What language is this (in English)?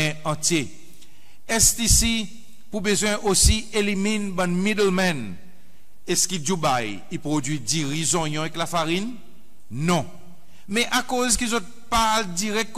Seselwa Creole French